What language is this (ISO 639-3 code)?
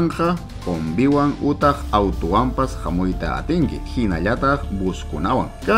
quy